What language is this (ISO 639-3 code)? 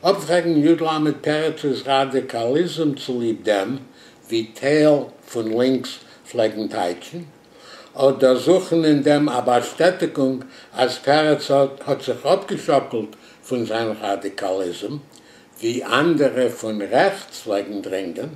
yid